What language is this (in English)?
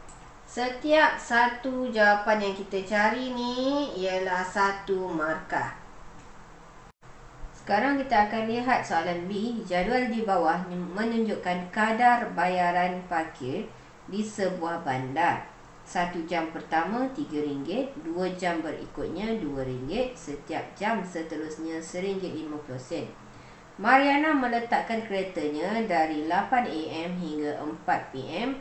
Malay